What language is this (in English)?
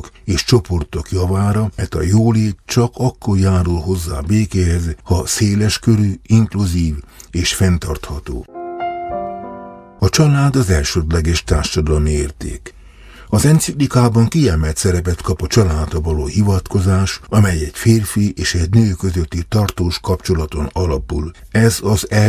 Hungarian